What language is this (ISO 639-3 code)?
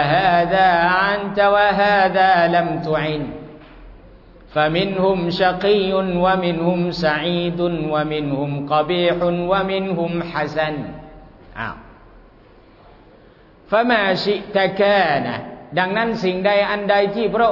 tha